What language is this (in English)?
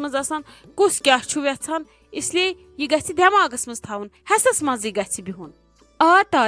Kashmiri